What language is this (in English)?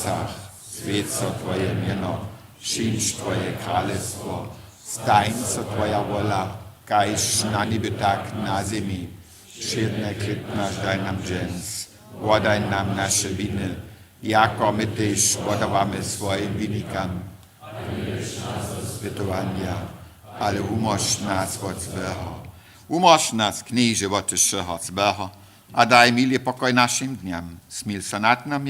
Upper Sorbian